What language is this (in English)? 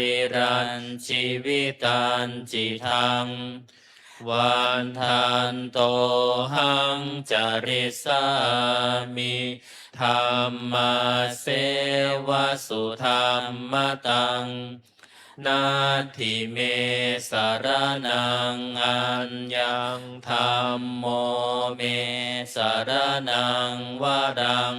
Pali